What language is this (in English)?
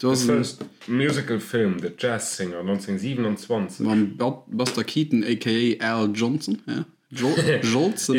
Luxembourgish